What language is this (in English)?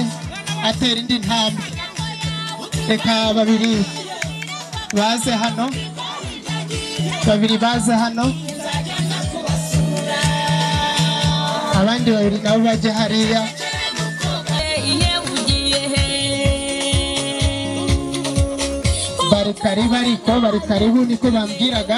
Kinyarwanda